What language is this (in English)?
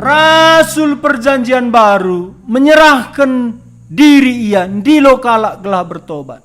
Batak Karo